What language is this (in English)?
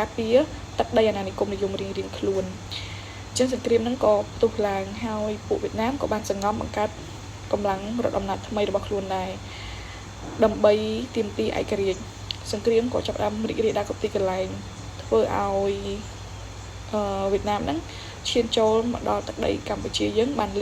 Khmer